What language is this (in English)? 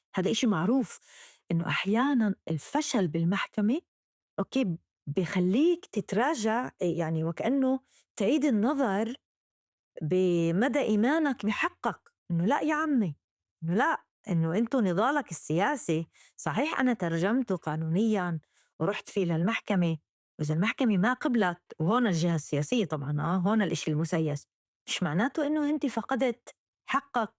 North Levantine Arabic